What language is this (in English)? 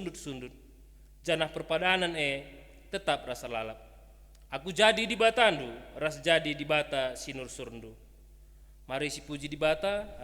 Batak Karo